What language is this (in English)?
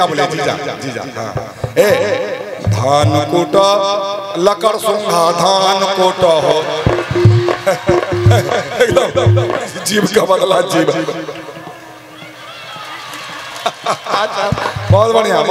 Bhojpuri